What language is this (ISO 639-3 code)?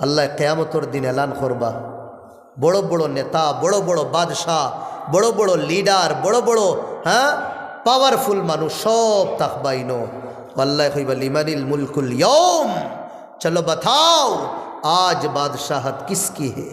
syl